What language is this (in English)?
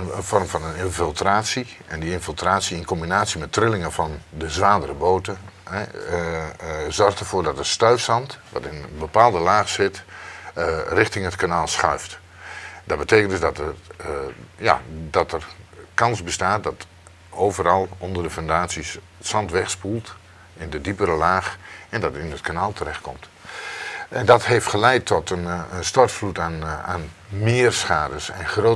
Dutch